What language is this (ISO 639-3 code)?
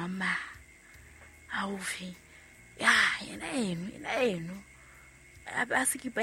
sot